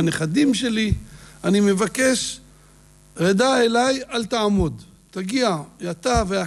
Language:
Hebrew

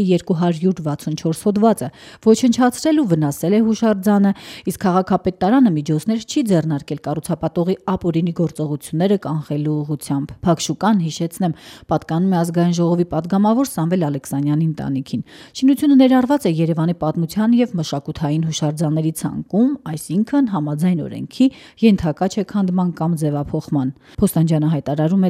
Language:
Armenian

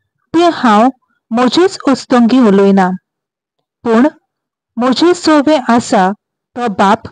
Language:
Konkani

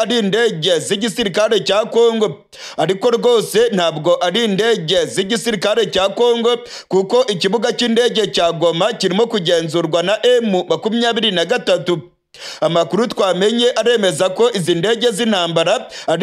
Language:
Kinyarwanda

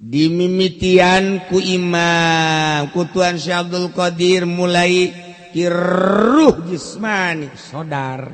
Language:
Sundanese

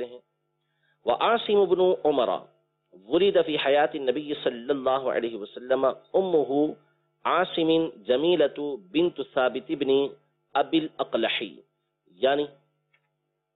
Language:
Urdu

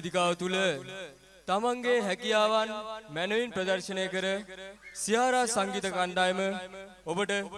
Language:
Sinhala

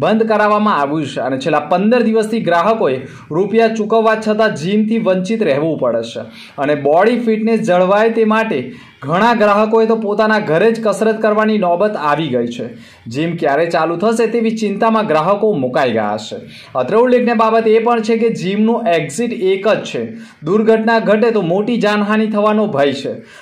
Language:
Gujarati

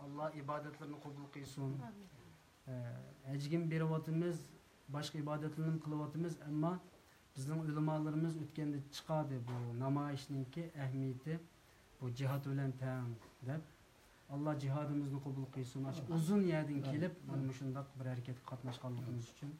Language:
Uyghur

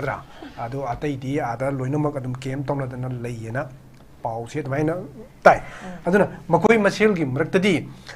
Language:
Manipuri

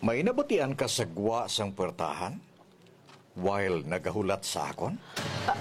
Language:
Hiligaynon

